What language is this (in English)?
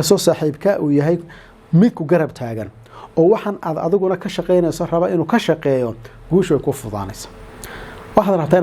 Somali